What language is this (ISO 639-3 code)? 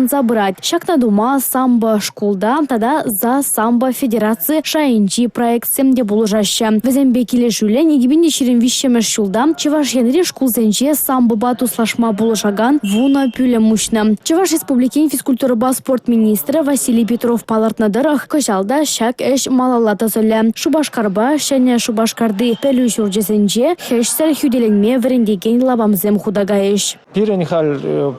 chv